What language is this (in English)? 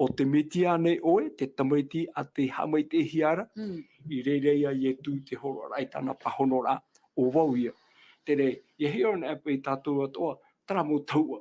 Tahitian